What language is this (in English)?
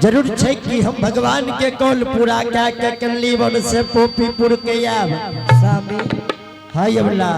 Angika